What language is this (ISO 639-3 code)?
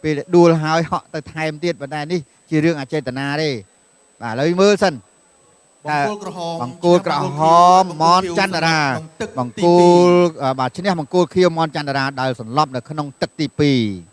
khm